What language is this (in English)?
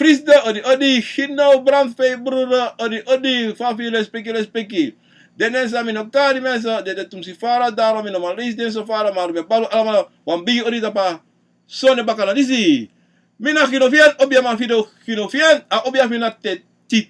Sranan Tongo